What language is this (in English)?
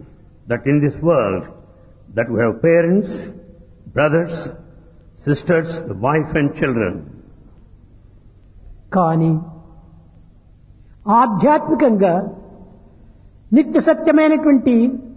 Telugu